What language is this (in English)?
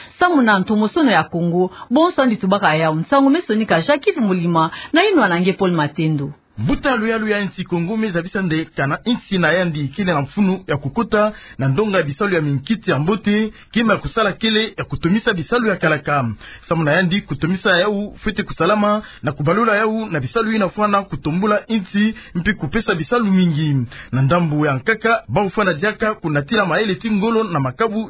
Kituba (Democratic Republic of Congo)